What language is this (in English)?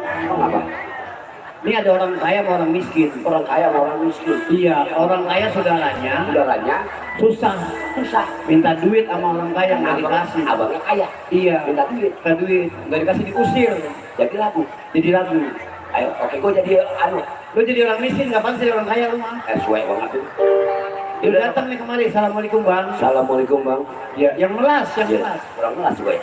Betawi